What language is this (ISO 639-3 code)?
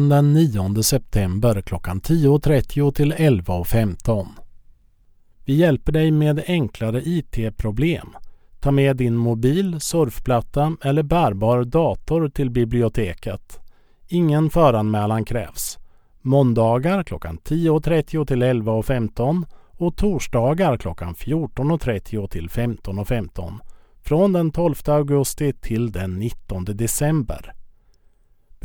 swe